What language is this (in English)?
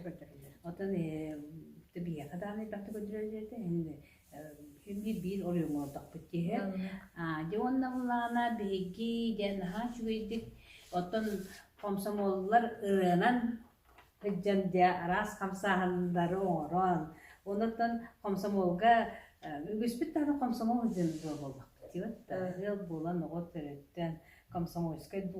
Yakut